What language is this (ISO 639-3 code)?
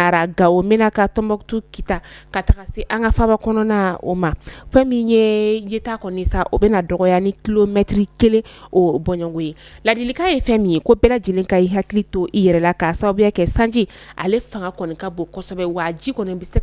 bam